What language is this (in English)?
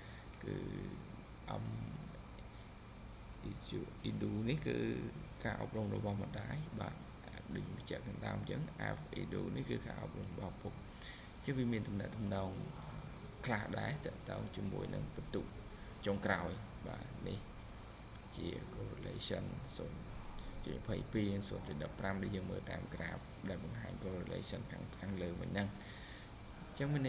Khmer